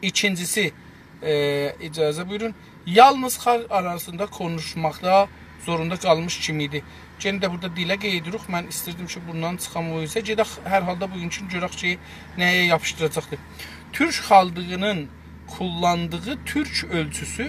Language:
South Azerbaijani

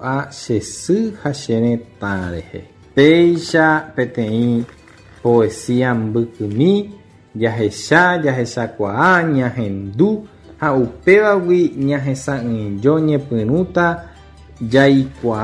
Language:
Guarani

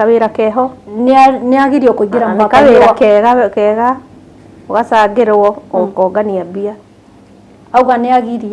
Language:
Kikuyu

